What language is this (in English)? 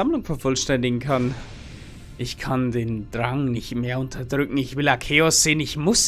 Bavarian